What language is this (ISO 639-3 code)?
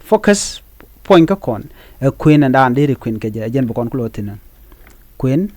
nus